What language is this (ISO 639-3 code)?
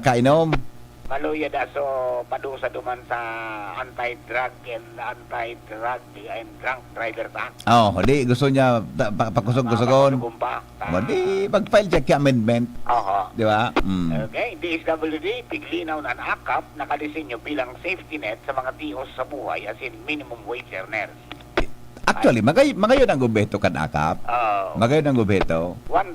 bik